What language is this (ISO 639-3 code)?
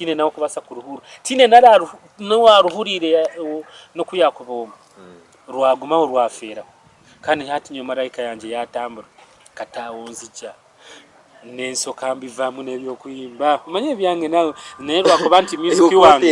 nyn